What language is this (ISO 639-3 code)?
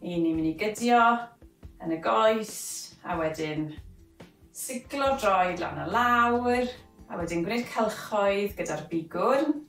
cym